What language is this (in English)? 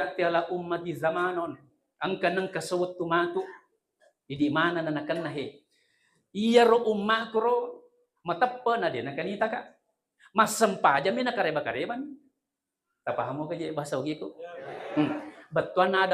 Buginese